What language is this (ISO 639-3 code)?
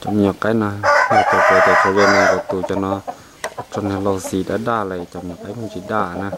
hmn